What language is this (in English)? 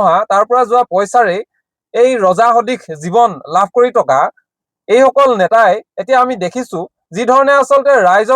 Assamese